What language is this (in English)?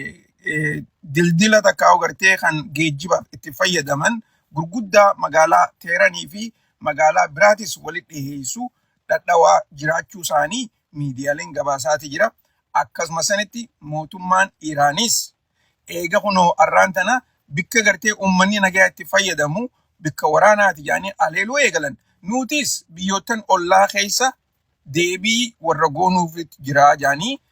Oromo